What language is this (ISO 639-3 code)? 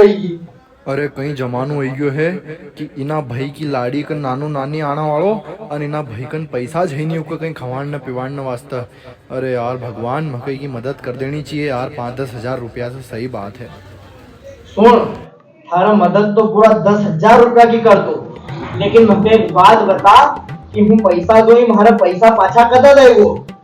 raj